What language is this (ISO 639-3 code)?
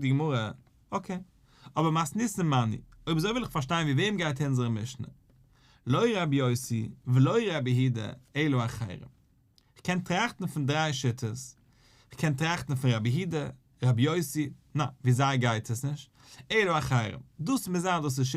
yid